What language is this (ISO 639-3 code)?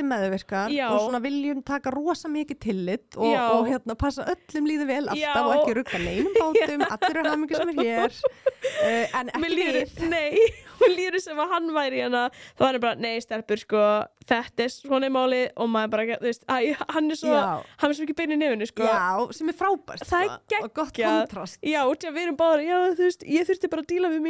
isl